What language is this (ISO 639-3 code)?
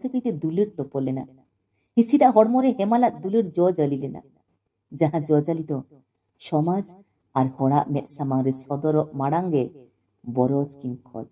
sat